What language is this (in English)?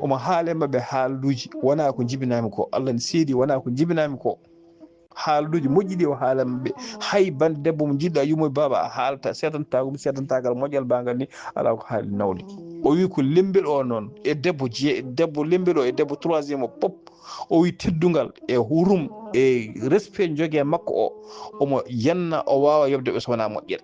Fula